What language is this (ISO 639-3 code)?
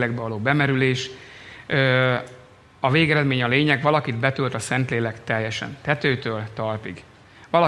hun